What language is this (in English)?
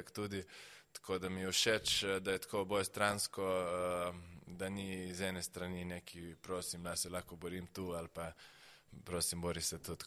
Slovenian